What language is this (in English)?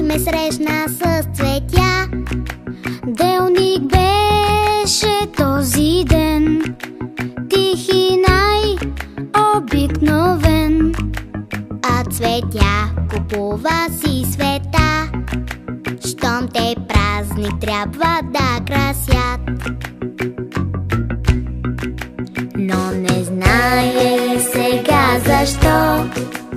Bulgarian